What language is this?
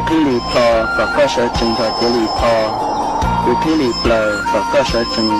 Hmong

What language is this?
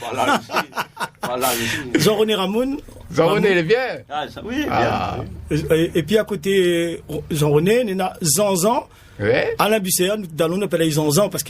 Réunion Creole French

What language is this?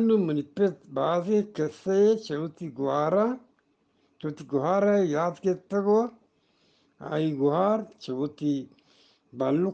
Eastern Balochi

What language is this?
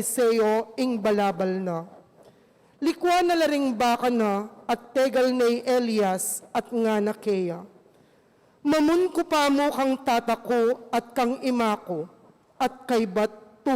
Pampanga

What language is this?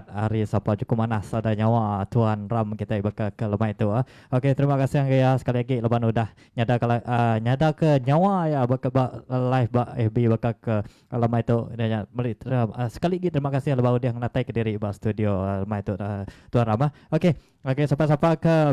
Iban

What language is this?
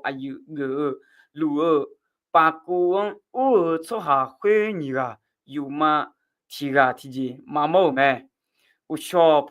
Akha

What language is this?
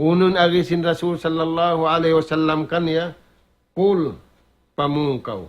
Tausug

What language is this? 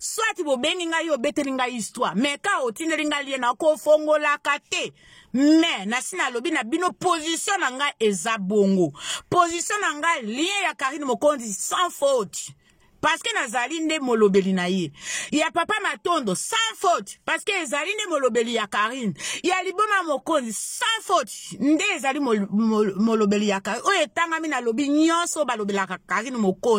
Lingala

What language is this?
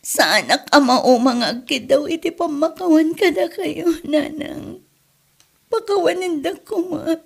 Iloko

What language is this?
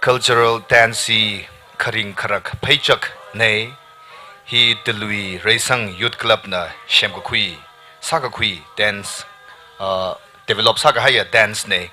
Tangkhul Naga (India)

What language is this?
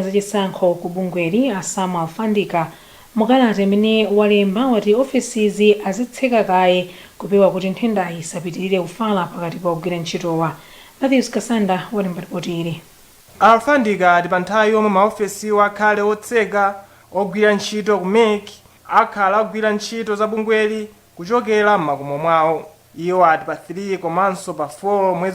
Nyanja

